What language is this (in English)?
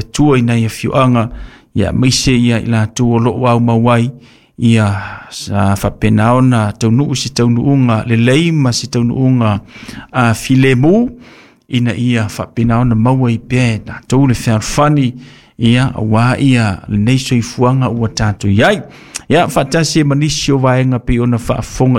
Samoan